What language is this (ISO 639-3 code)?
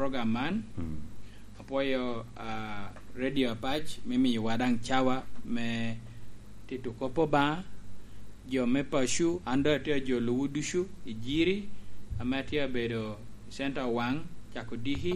laj